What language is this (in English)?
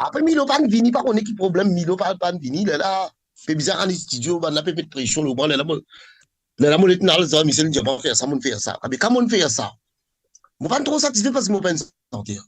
Morisyen